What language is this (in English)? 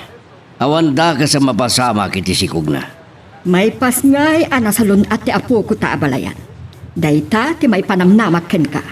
Iloko